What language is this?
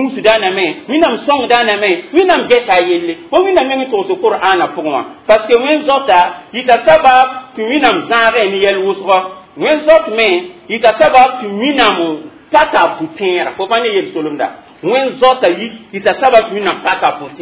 Mossi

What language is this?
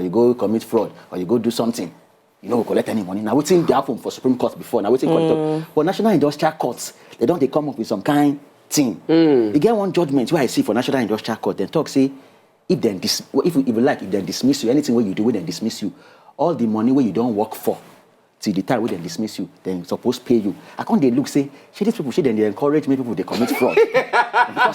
Nigerian Pidgin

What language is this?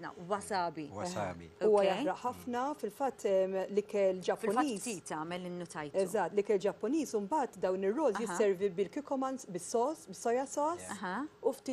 Maltese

